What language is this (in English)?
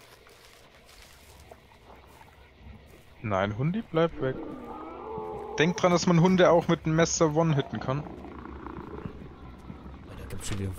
German